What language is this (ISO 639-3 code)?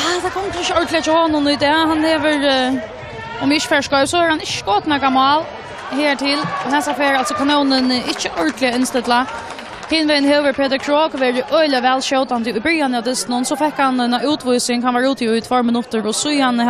fao